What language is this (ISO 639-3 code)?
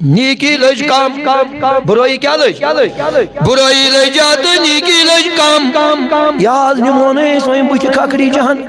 kas